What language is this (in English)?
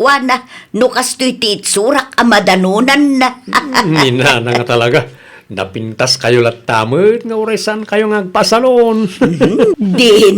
Iloko